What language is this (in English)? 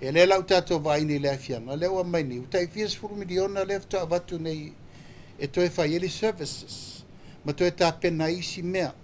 Samoan